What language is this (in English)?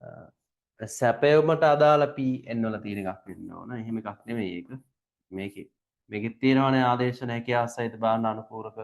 Sinhala